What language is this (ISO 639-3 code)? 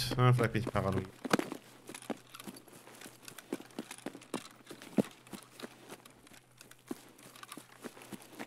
deu